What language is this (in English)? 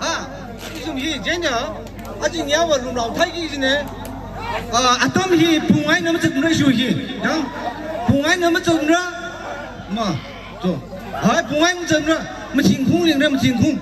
Tangkhul Naga (India)